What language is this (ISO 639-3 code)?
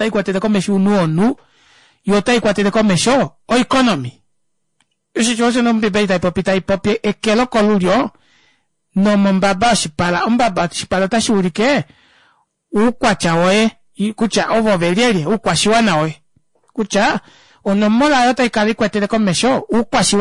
kua